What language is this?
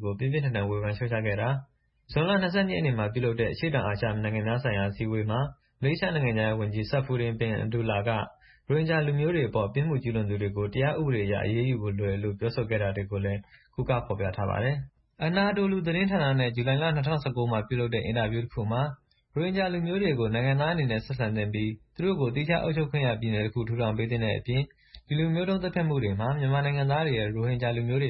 Burmese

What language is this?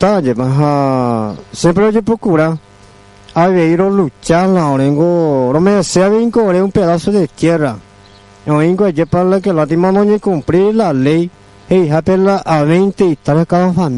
Guarani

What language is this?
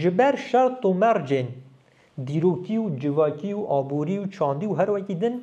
Kurdish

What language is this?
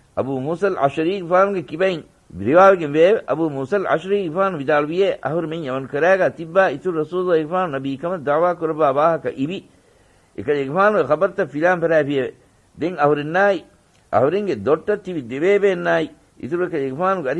Divehi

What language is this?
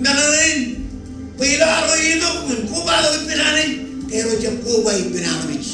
Marshallese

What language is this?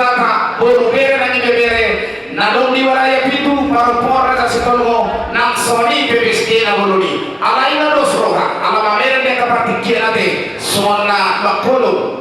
Batak Toba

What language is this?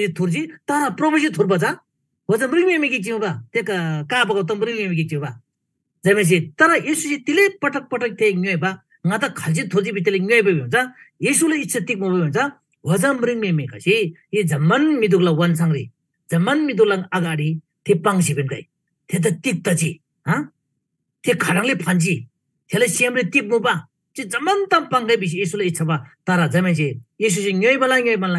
Eastern Tamang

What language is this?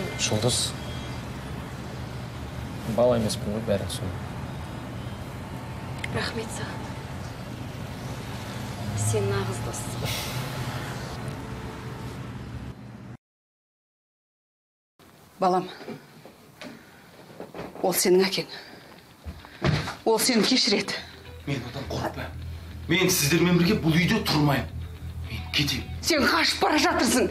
Kazakh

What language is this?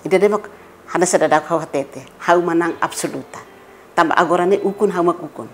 Tetum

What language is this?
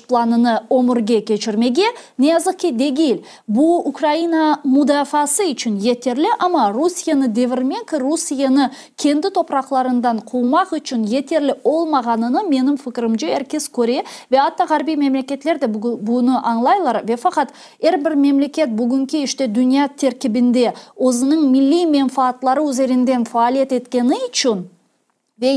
Crimean Tatar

